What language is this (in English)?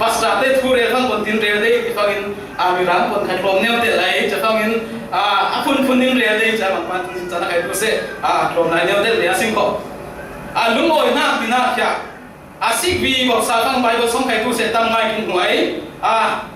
Falam Chin